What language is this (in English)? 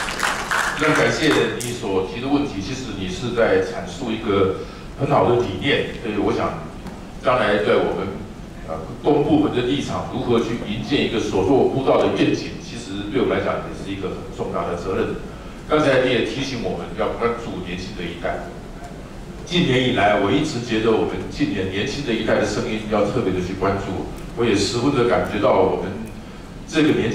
Chinese